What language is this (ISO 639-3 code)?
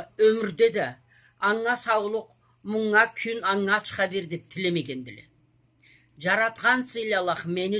krc